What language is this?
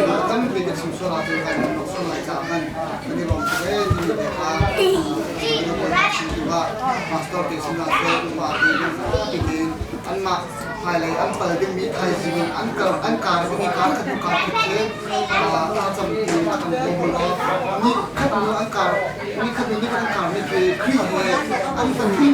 Hakha Chin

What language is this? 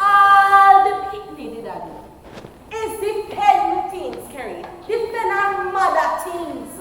Jamaican Creole English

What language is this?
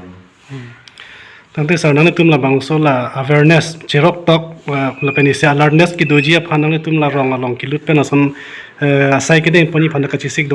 Karbi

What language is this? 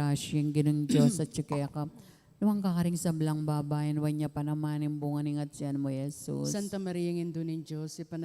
Pampanga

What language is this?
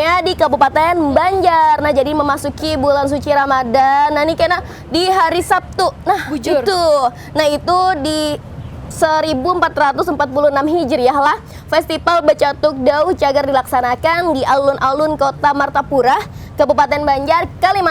Banjar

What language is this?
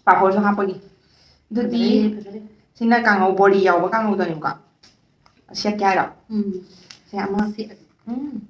Manipuri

